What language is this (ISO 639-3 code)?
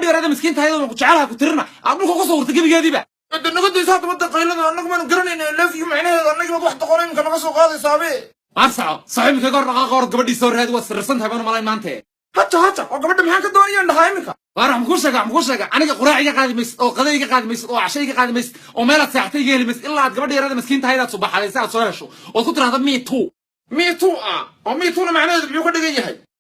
som